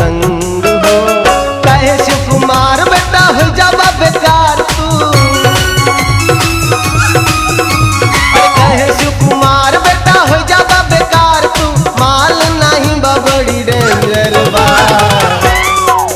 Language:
Bhojpuri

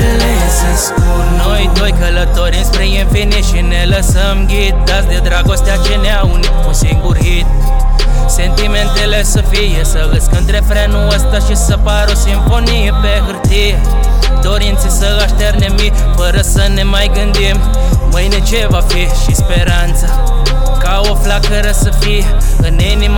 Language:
Romanian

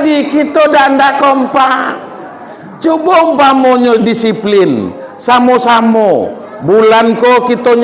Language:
Minangkabau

